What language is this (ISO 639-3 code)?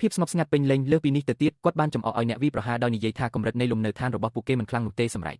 khm